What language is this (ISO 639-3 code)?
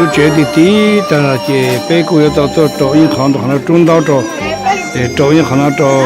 hmn